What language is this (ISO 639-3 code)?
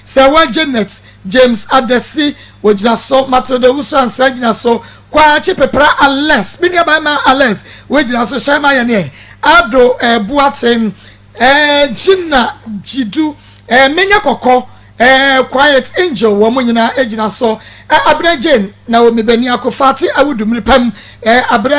aka